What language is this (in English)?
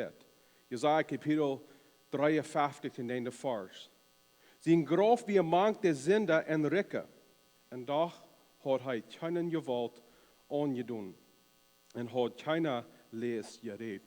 Plautdietsch